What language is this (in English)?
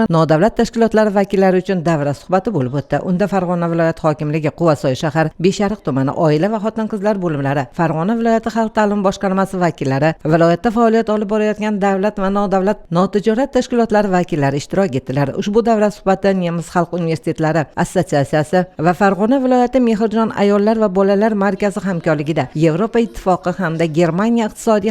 Uzbek